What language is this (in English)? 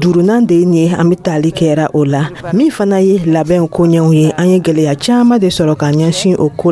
Dyula